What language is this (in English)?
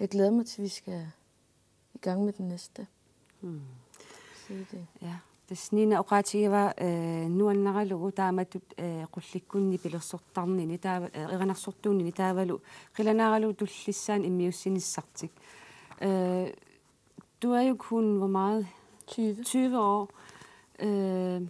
Kalaallisut